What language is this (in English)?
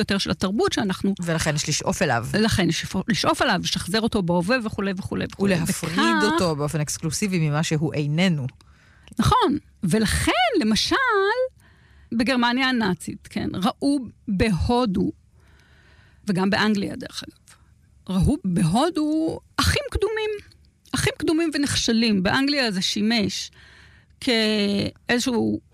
Hebrew